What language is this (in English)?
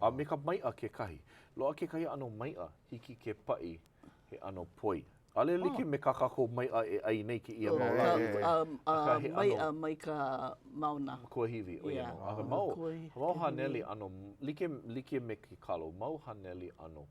Hawaiian